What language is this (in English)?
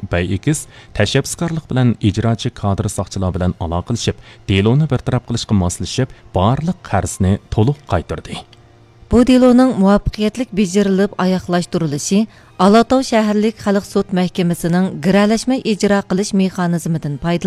Uyghur